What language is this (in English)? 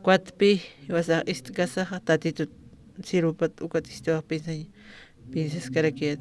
Aymara